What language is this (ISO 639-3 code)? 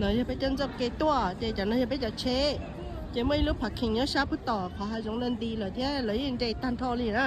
hmn